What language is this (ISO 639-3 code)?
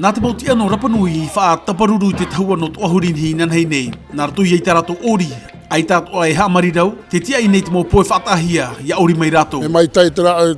tah